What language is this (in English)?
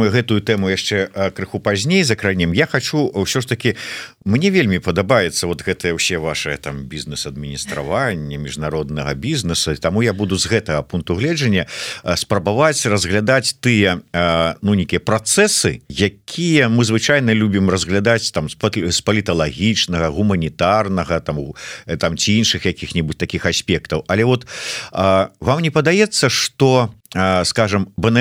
Belarusian